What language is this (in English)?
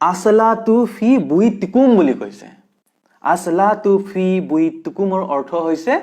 Assamese